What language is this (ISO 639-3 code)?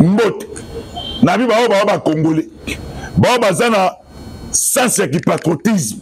lin